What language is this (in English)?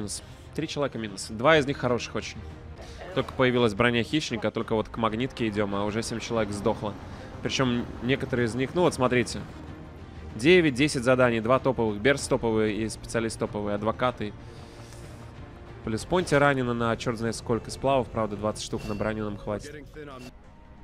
Russian